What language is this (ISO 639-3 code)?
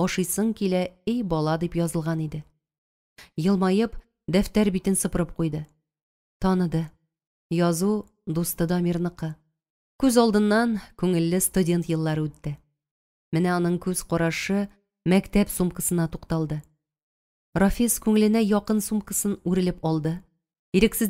tat